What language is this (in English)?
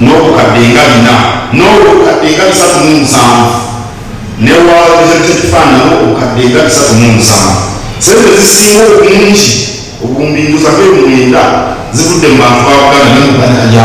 Ganda